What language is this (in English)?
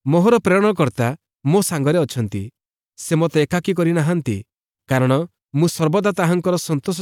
Odia